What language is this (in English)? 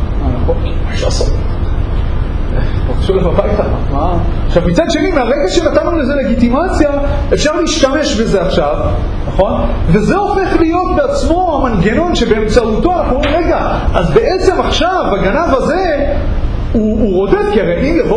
Hebrew